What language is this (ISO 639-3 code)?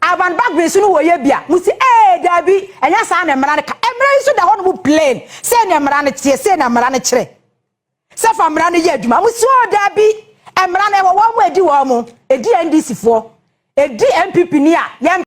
aka